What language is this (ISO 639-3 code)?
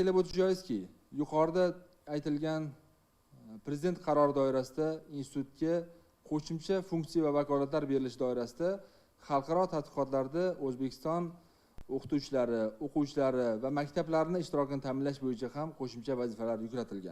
uzb